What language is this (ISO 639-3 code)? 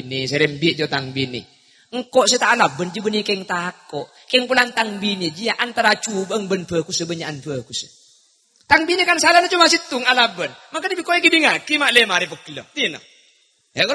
mad